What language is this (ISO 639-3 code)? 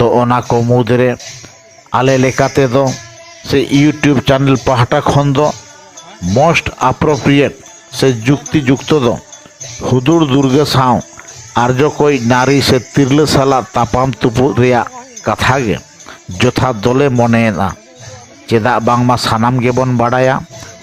sat